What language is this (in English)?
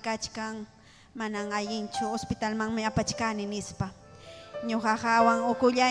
Ayacucho Quechua